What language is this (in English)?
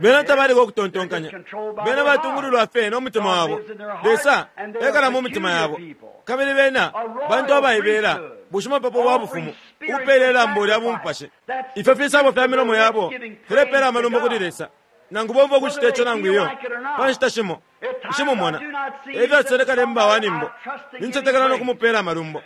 Bemba